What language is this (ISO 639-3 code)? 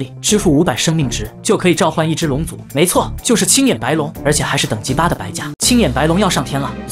zho